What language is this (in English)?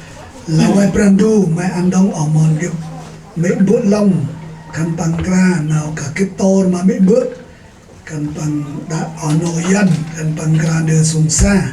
Central Mnong